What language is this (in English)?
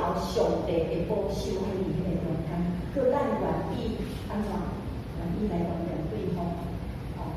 Min Nan Chinese